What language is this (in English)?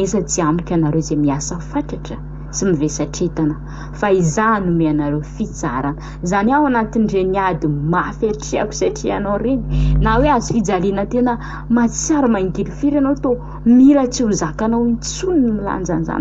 Malagasy